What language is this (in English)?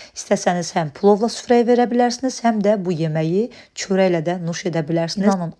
Azerbaijani